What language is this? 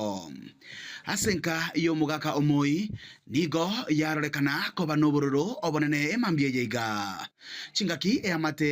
Gusii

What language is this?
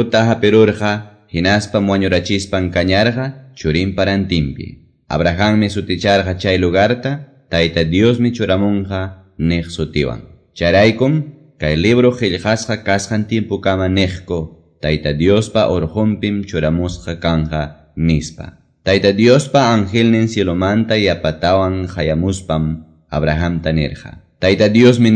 Quechua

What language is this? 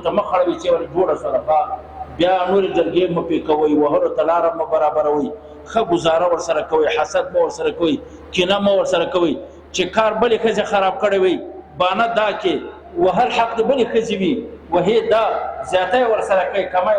Pashto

